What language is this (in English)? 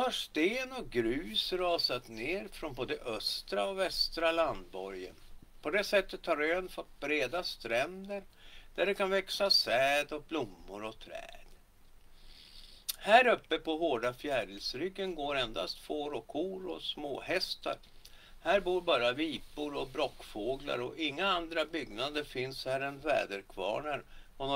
Swedish